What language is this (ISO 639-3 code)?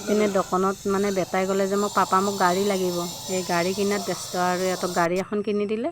asm